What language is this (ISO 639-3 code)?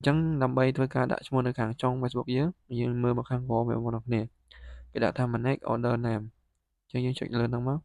khm